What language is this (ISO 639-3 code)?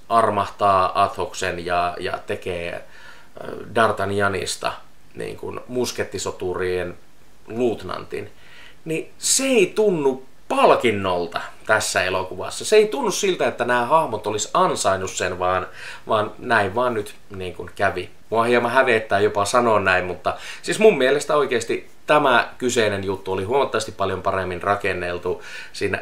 fin